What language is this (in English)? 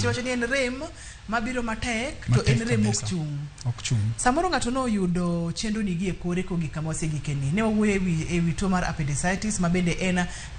Luo (Kenya and Tanzania)